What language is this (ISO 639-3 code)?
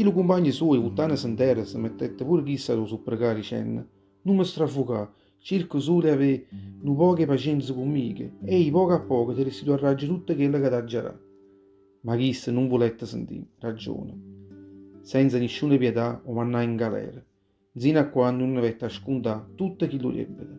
nap